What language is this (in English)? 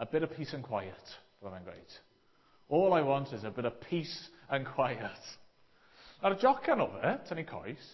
Welsh